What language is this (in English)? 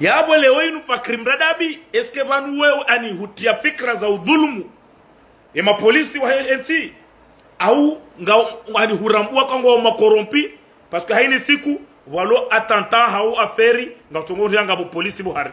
Ngazidja Comorian